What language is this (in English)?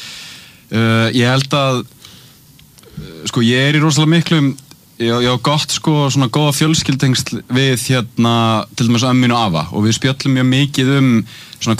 Icelandic